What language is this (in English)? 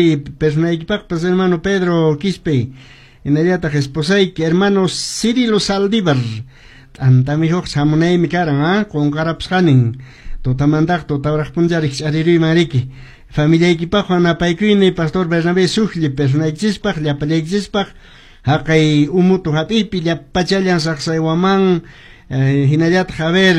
Quechua